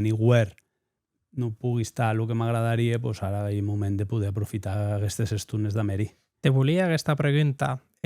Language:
Occitan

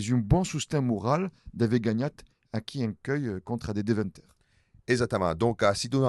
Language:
Occitan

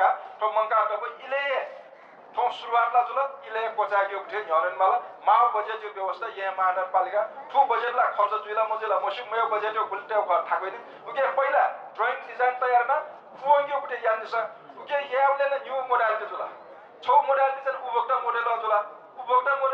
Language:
Newari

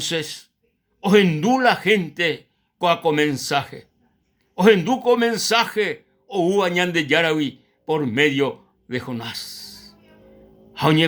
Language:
Guarani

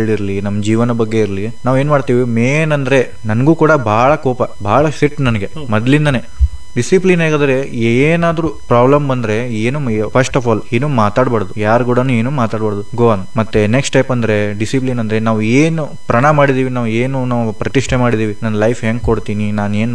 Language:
Kannada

